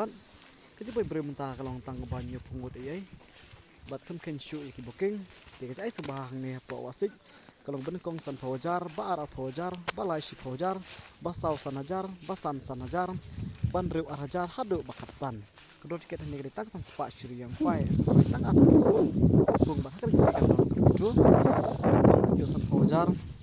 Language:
Khasi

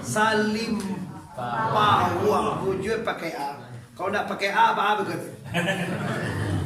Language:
Minangkabau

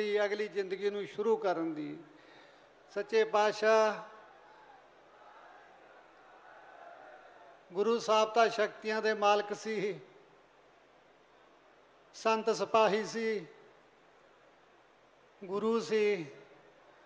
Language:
Punjabi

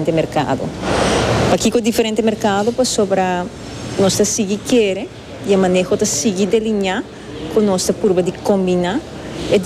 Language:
Papiamento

